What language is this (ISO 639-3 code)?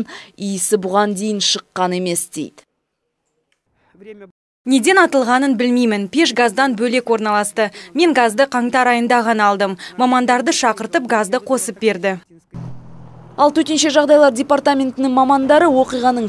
kaz